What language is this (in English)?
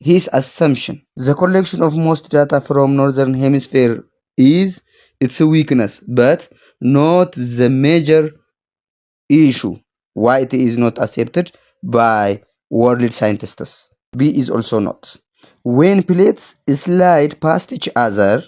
English